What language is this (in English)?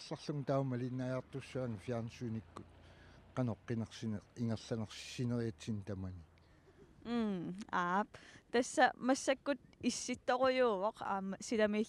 Kalaallisut